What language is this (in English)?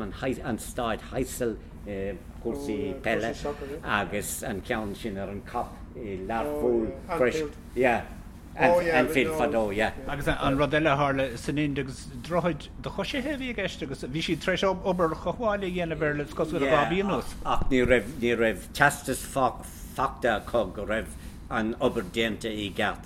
Irish